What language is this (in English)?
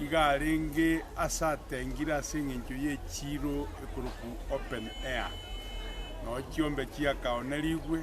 Gusii